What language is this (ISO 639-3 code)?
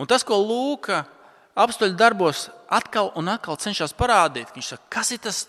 lav